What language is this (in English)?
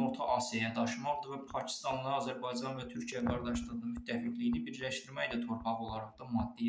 Azerbaijani